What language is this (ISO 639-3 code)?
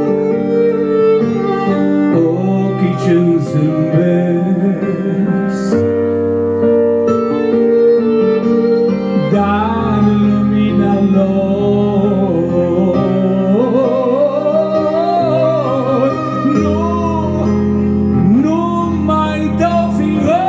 ron